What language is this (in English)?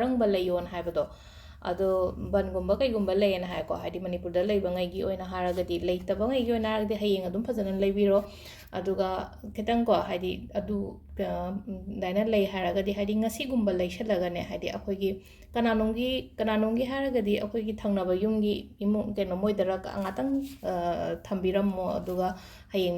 Manipuri